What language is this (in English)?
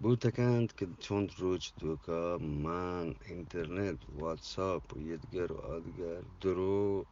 Eastern Balochi